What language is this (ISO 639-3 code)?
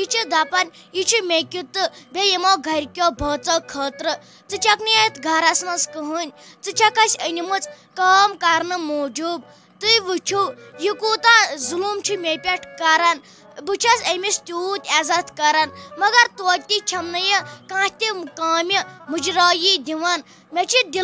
kas